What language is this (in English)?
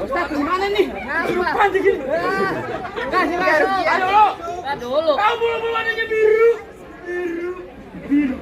Betawi